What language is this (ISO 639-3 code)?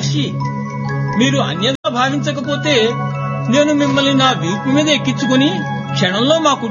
tel